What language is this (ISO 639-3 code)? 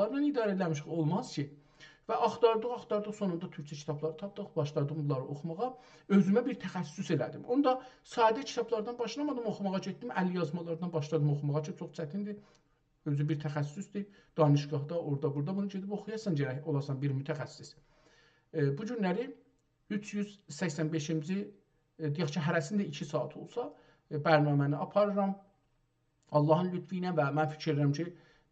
azb